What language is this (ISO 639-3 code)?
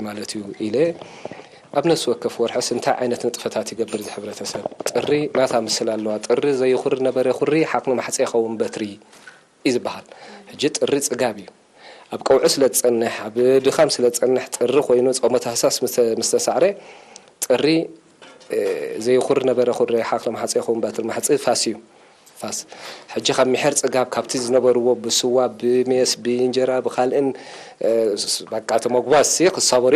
tir